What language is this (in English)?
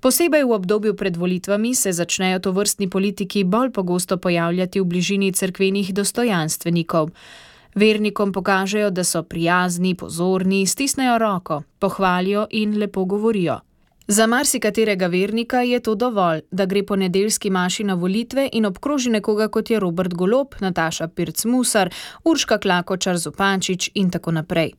Slovenian